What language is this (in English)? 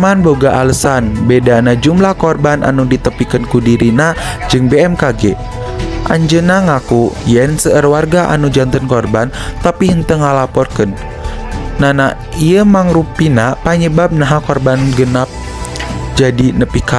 Sundanese